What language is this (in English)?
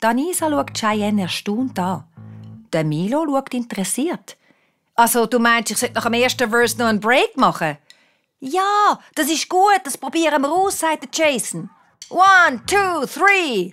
Swiss German